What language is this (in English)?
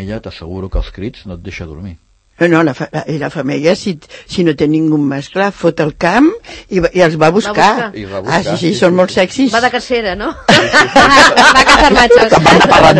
Catalan